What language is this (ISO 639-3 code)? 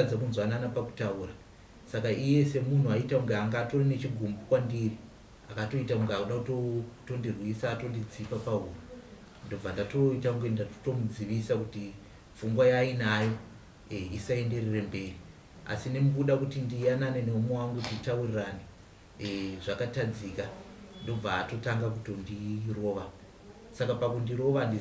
sna